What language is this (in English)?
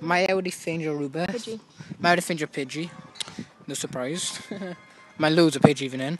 Welsh